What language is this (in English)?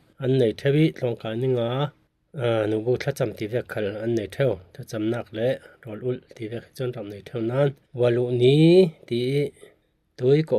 Falam Chin